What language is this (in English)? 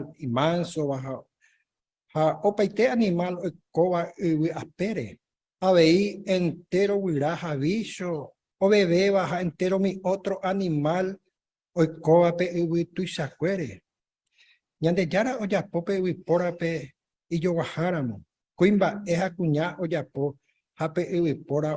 Guarani